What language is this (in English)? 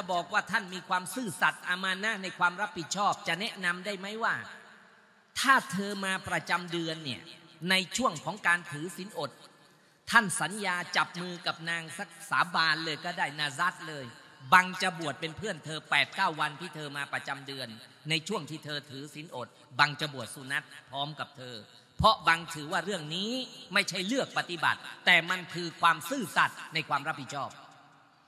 Thai